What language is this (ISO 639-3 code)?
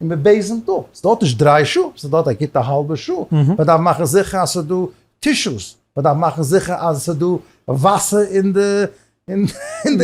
yid